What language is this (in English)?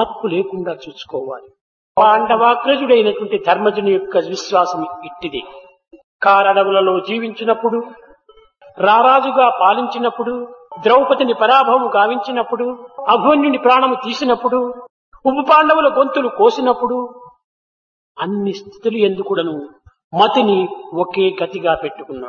Telugu